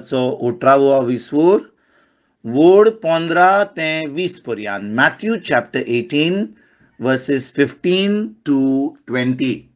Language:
Konkani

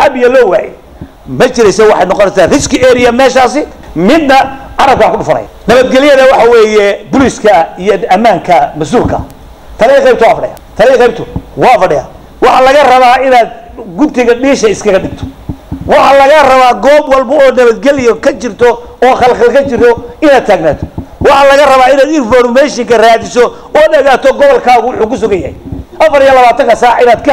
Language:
Somali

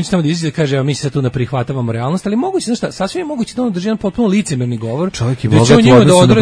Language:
Serbian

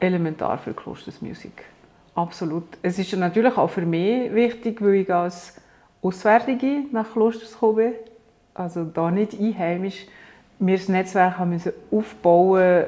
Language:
Swiss German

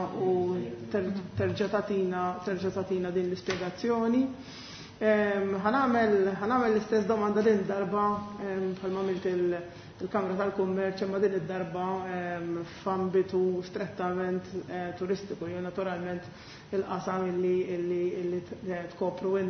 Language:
Maltese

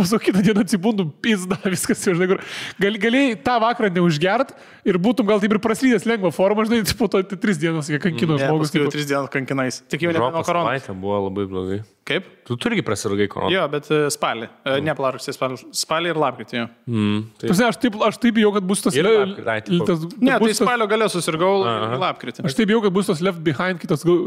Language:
Lithuanian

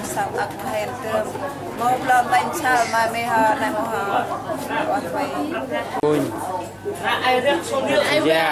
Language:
Central Mnong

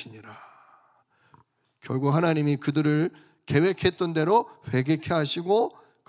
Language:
Korean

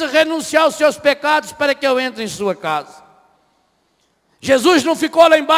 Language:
Portuguese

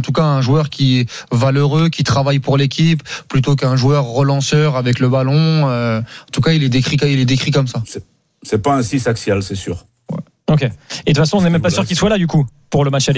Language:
French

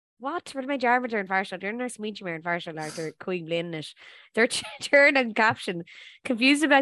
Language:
Irish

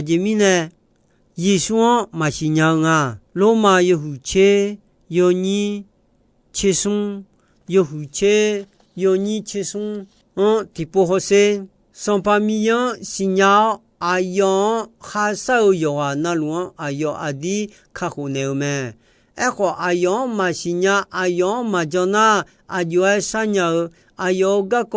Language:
Akha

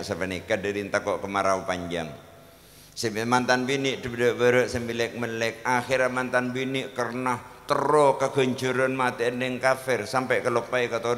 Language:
Madurese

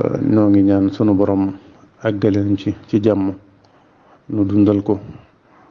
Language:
Wolof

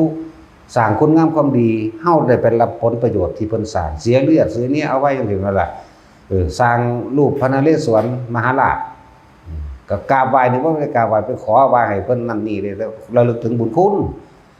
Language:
Northeastern Thai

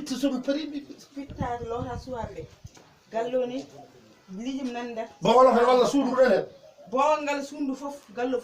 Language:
Fula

